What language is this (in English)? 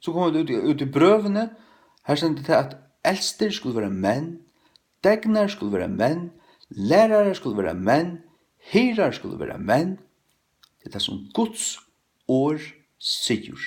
Faroese